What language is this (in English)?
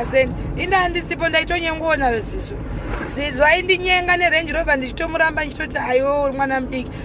Shona